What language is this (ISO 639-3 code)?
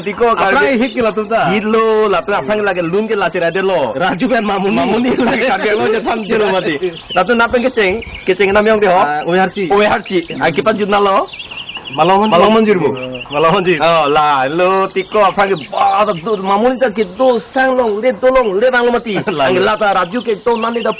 mjw